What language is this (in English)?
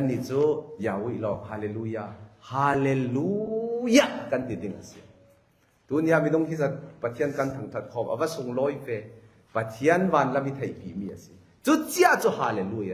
Falam Chin